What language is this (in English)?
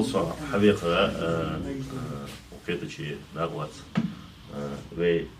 Ingush